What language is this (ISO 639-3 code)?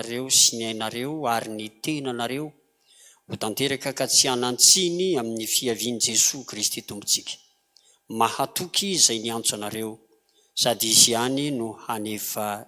mlg